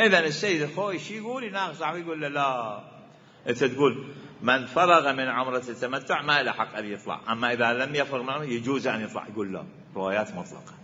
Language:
Mesopotamian Arabic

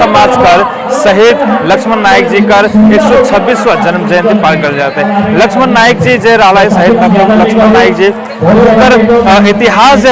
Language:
Sadri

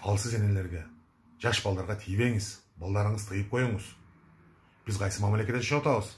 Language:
Kyrgyz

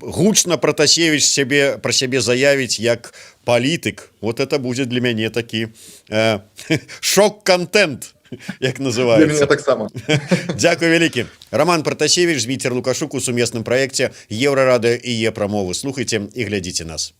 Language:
Belarusian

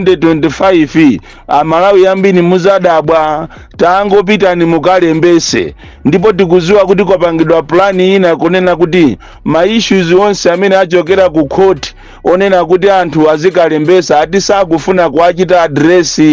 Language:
Nyanja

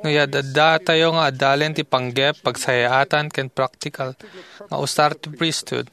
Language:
Iloko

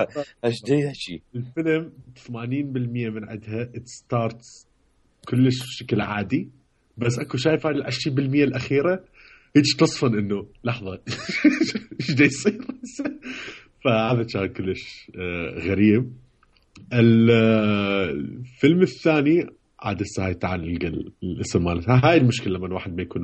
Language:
Mesopotamian Arabic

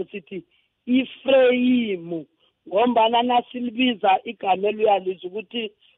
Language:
South Ndebele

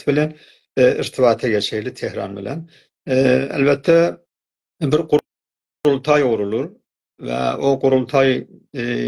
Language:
South Azerbaijani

